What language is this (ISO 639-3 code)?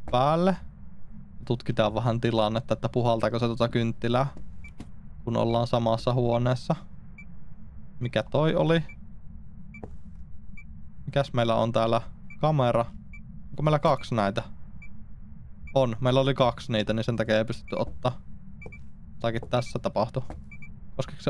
fin